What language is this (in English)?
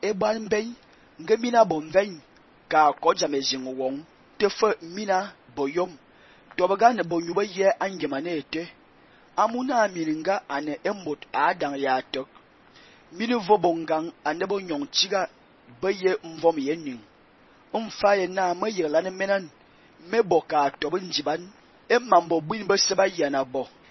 Fang